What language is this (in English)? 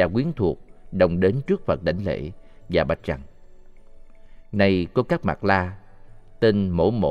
Vietnamese